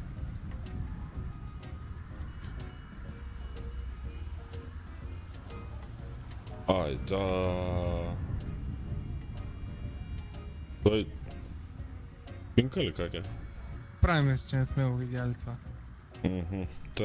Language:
Bulgarian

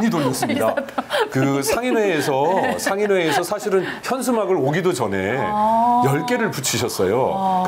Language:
Korean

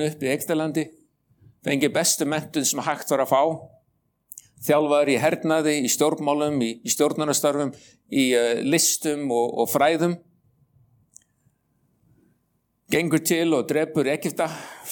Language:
Icelandic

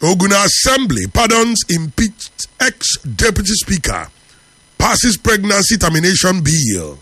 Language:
English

